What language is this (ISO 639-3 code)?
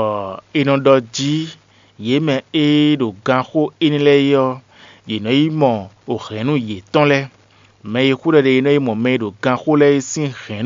fon